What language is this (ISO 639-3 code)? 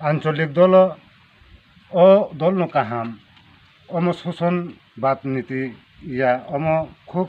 trp